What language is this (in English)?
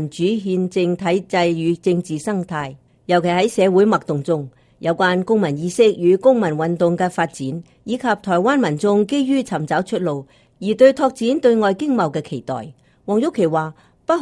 Cantonese